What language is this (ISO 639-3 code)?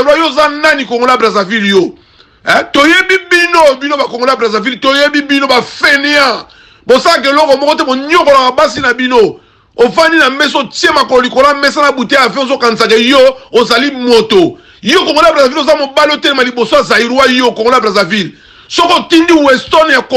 lin